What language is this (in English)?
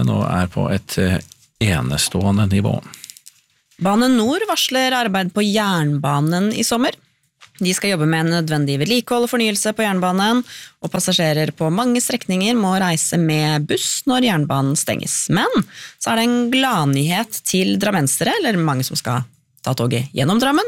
Norwegian